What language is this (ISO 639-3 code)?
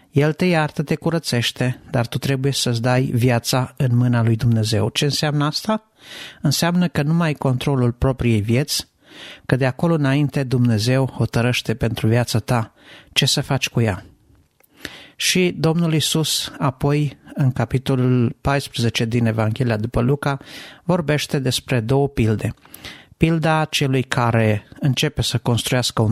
ron